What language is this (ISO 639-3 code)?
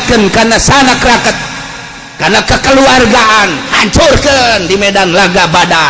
sun